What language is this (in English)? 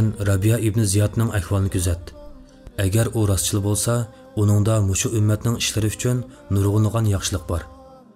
Uyghur